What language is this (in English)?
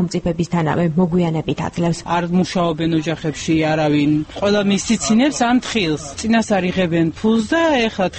Georgian